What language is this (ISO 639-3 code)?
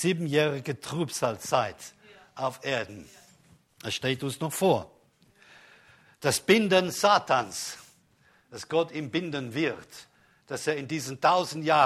deu